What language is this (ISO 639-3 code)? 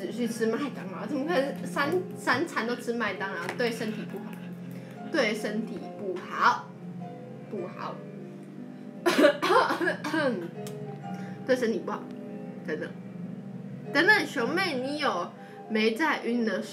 zho